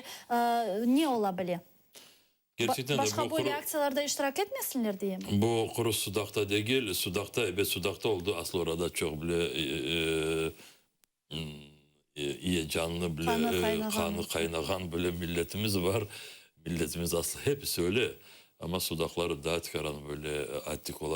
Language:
Crimean Tatar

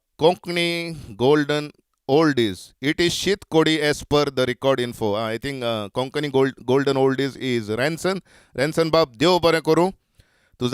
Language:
Konkani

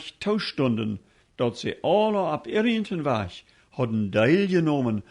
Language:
Plautdietsch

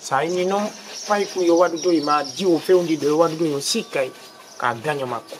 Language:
Fula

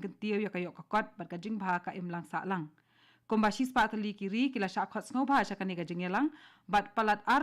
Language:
Khasi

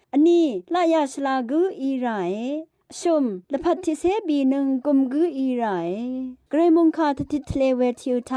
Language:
Rawang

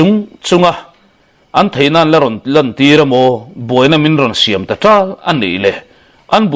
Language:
Mizo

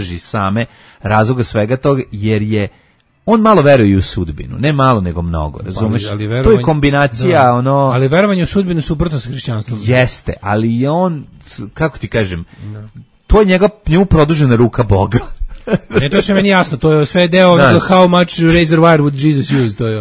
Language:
Serbian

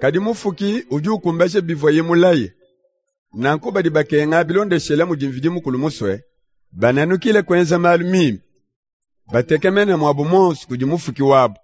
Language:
Luba-Lulua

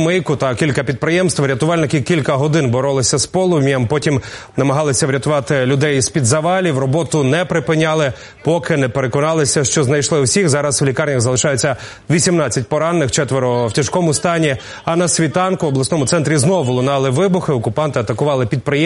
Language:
Ukrainian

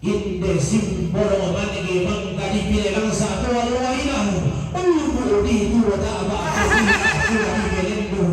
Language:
Toraja-Sa'dan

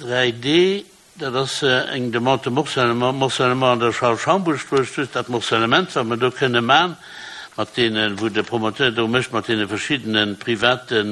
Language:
Luxembourgish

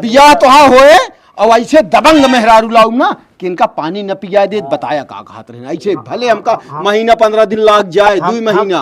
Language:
Awadhi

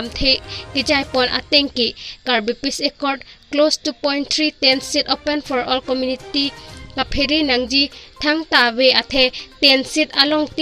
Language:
Karbi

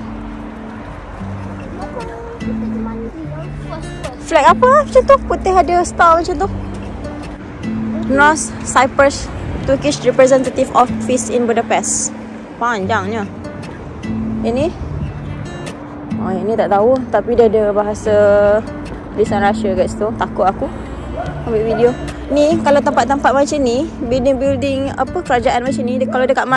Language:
Malay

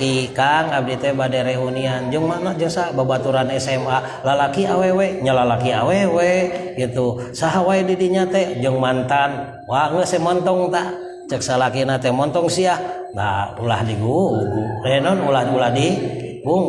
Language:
Sundanese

